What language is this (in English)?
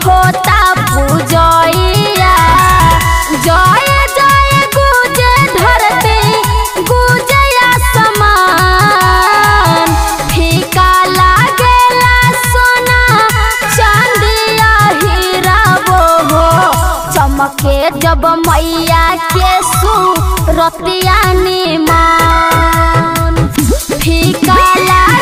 Bhojpuri